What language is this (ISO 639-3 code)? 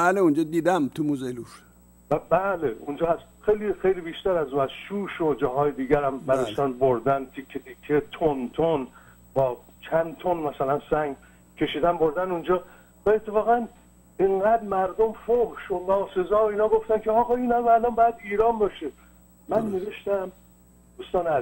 fas